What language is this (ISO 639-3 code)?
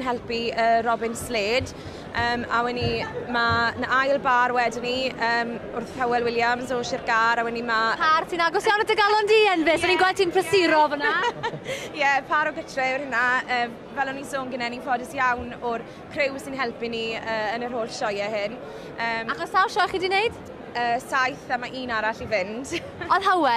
cym